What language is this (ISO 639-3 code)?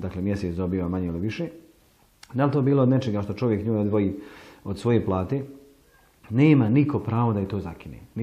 bos